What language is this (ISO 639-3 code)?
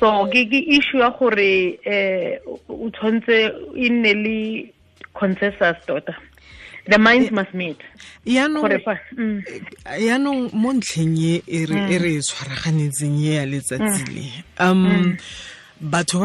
tsn